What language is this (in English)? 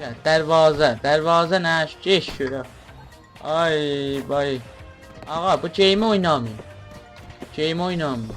South Azerbaijani